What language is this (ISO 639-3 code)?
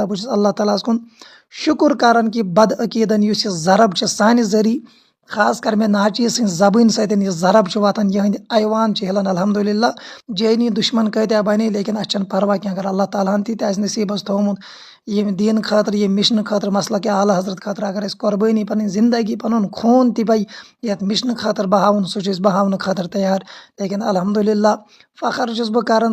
kas